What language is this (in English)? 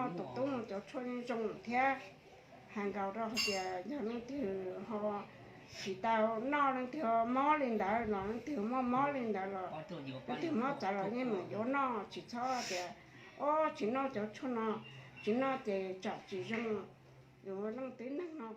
Hmong